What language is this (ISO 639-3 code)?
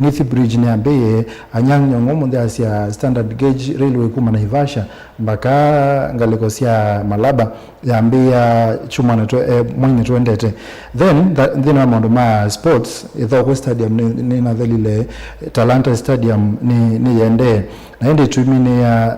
kam